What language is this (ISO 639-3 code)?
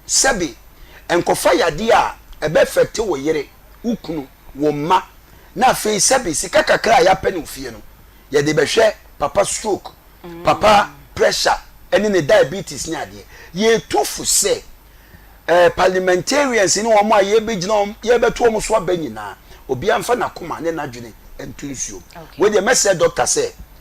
aka